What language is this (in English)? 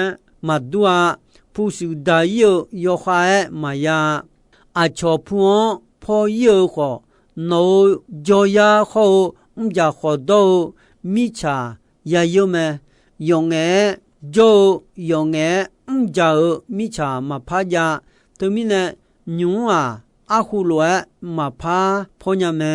Akha